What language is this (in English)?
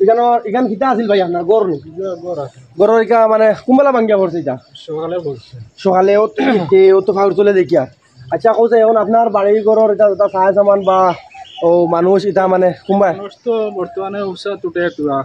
Sylheti